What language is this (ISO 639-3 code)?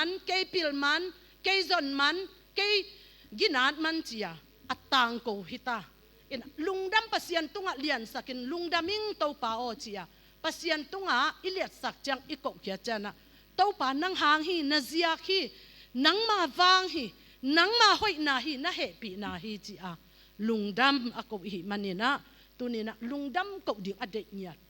ctd